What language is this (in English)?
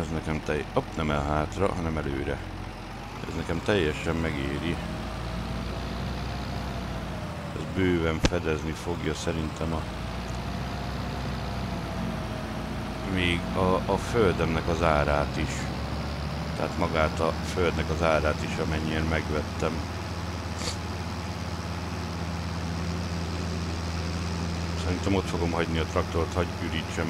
Hungarian